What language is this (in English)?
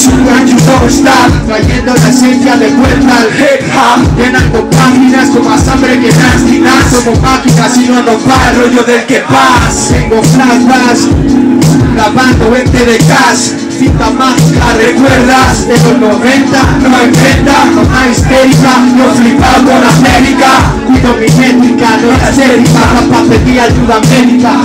Spanish